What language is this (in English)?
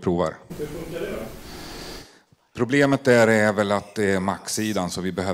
Swedish